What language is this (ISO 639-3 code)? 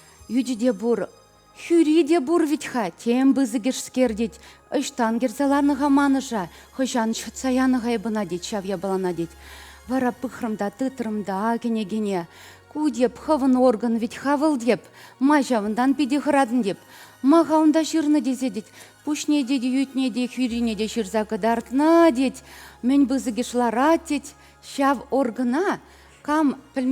chv